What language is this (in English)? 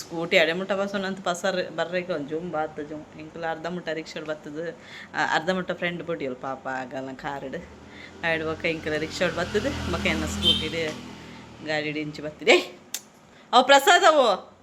Tulu